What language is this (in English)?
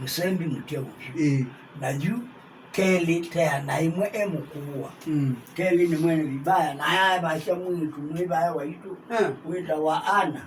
Kamba